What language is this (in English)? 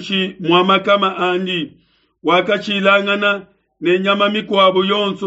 Luba-Lulua